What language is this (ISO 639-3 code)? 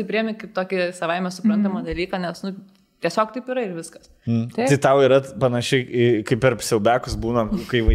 lit